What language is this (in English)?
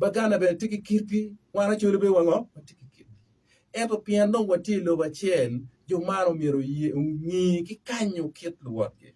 Acoli